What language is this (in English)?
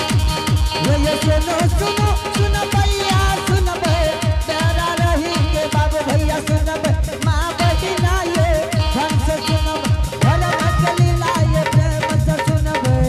Angika